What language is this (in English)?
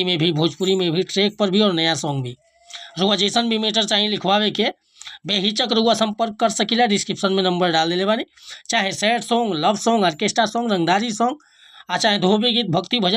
Bhojpuri